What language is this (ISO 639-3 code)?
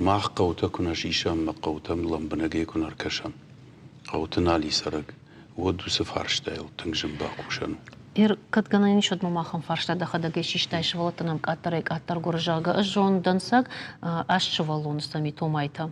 oss